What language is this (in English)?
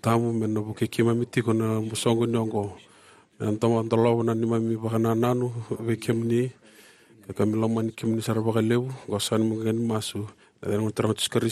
Fijian